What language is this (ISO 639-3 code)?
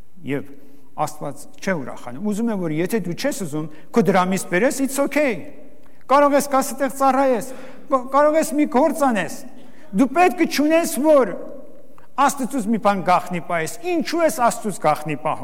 hye